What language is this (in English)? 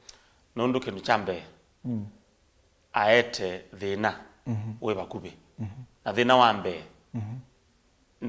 Kamba